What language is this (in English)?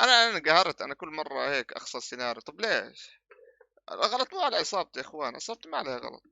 North Levantine Arabic